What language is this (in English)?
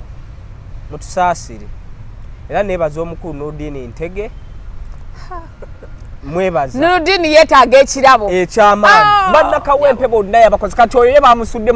Ganda